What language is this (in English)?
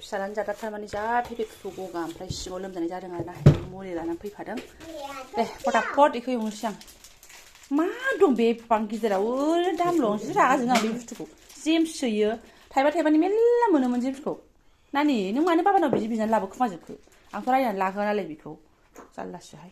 Bodo